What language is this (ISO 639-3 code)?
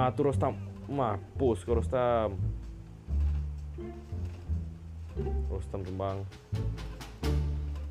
msa